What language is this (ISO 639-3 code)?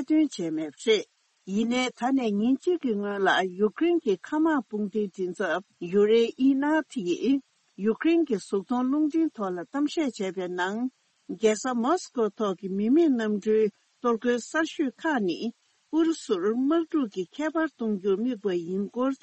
bod